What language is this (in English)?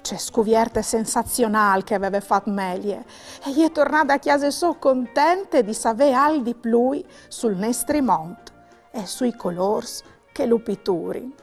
Friulian